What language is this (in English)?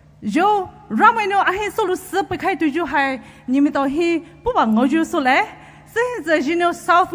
Poumei Naga